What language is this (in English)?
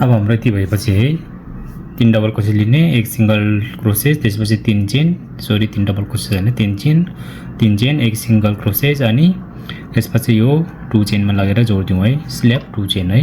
Nepali